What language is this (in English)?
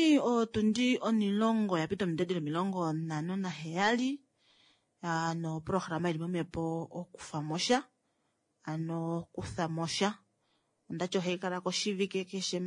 Kuanyama